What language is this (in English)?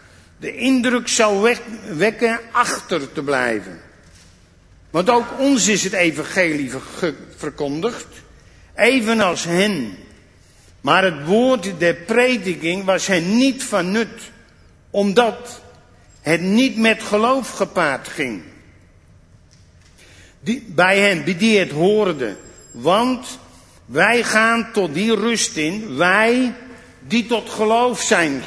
Dutch